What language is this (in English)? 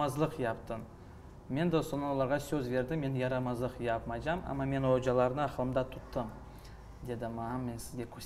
Crimean Tatar